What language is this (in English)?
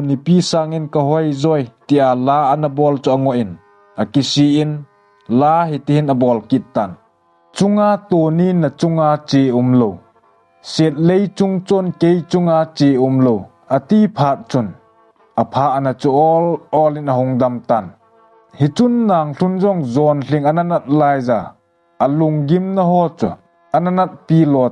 Thado Chin